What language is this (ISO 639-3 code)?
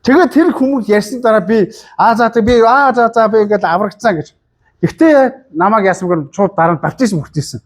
mon